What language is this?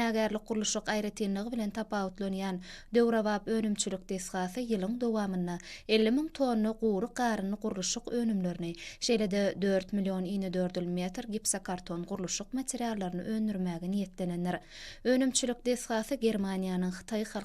Turkmen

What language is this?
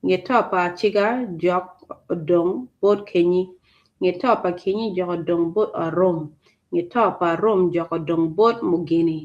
Acoli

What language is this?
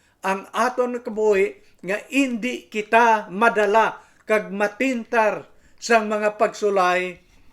Hiligaynon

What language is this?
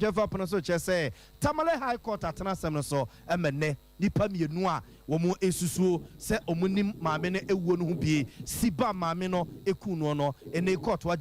Akan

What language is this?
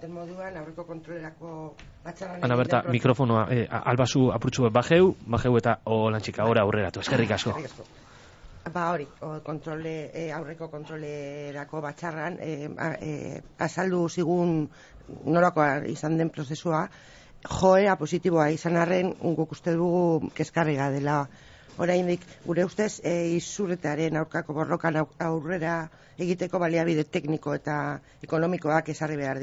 Basque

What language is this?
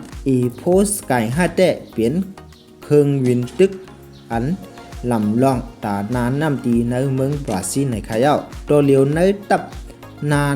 Shan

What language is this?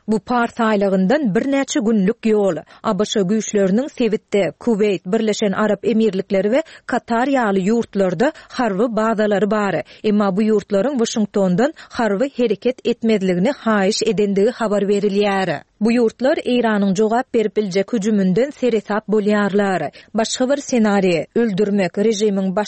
Turkmen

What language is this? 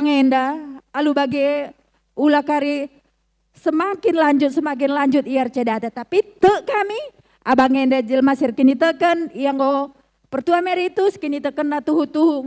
Batak Karo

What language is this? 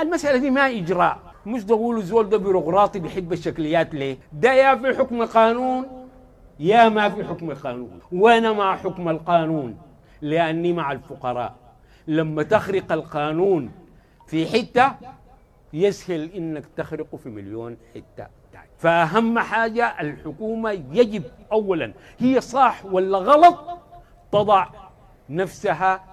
Sudanese Arabic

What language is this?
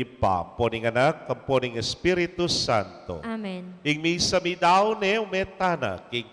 Pampanga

